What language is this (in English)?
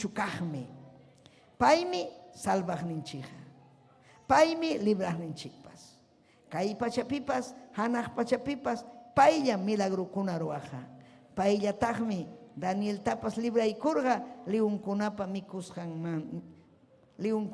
Ayacucho Quechua